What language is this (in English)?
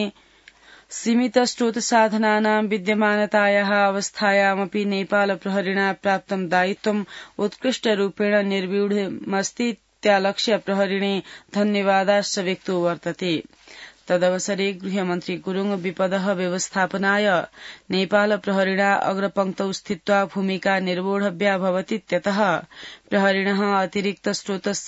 Sanskrit